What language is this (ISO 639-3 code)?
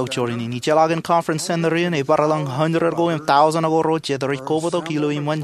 mah